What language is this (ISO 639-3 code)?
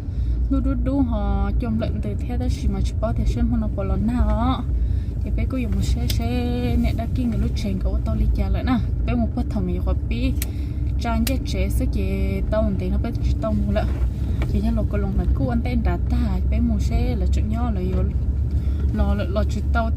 hmn